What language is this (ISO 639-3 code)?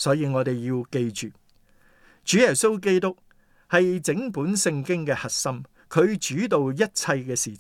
yue